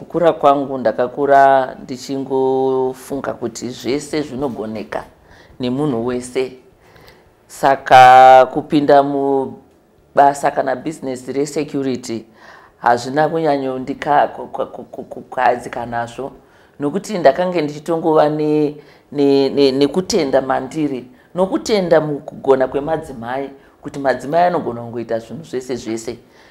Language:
Shona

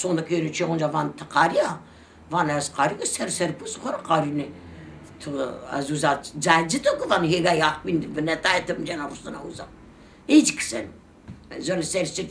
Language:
Zaza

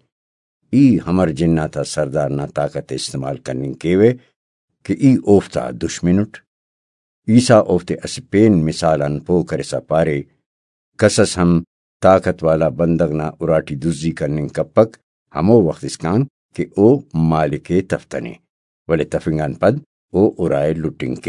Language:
Brahui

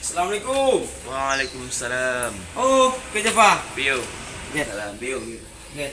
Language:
Achinese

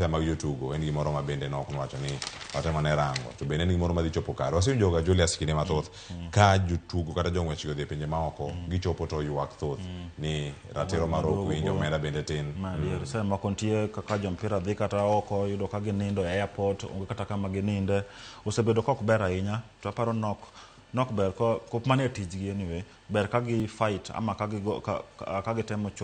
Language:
Luo (Kenya and Tanzania)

